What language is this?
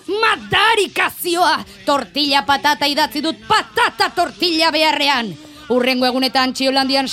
Basque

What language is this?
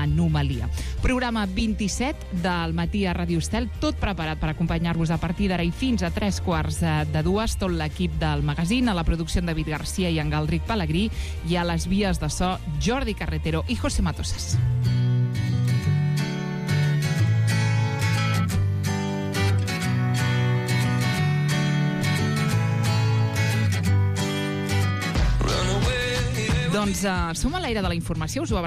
Catalan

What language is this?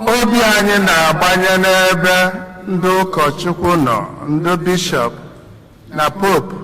Igbo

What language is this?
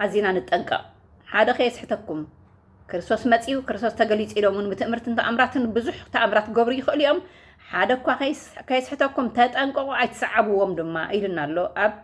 Tigrinya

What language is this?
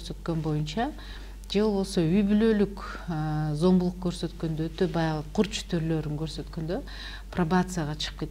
Kyrgyz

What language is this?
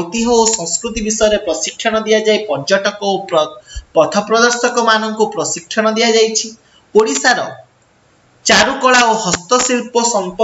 Odia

